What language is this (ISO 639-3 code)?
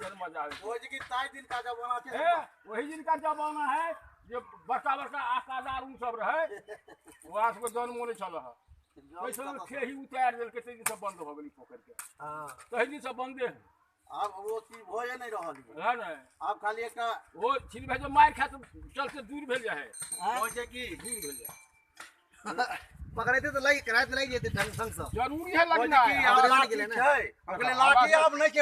mai